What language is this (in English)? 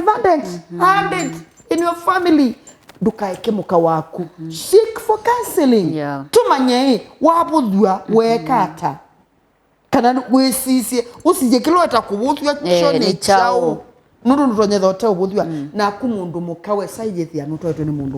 Kamba